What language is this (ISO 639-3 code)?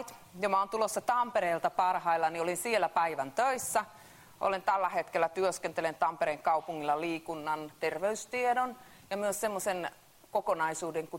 fin